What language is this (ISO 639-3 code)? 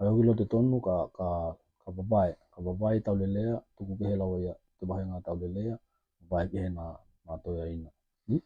tkl